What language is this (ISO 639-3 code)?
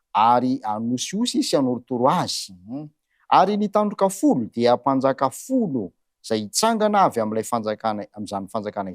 mlg